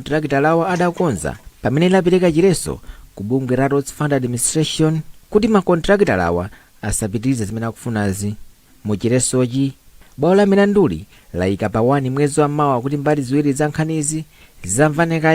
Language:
Nyanja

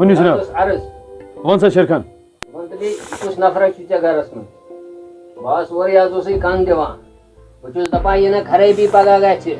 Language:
Kashmiri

